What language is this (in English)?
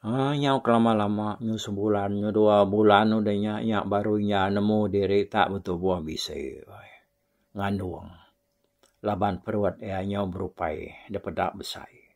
Iban